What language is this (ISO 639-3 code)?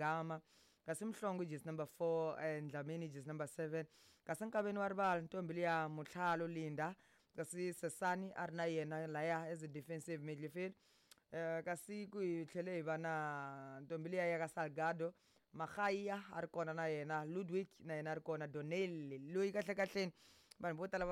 tso